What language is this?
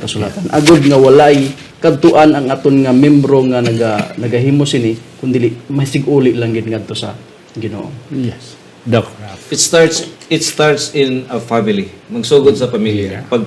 Hiligaynon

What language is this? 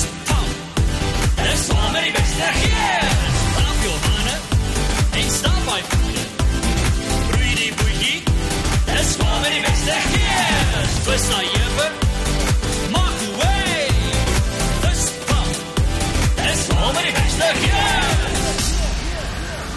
Afrikaans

